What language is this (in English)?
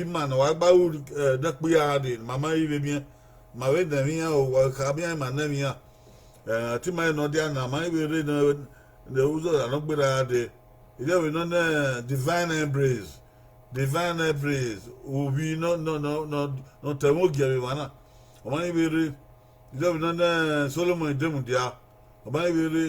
Bini